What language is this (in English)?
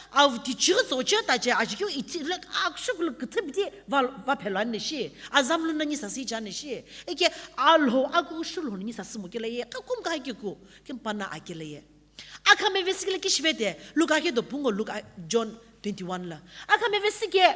Sumi Naga